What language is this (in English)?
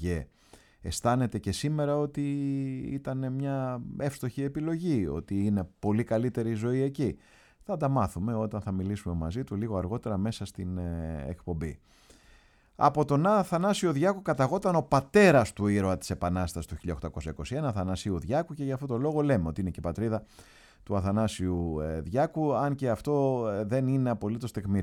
Greek